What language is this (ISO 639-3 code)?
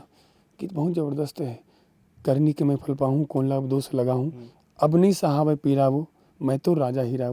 hne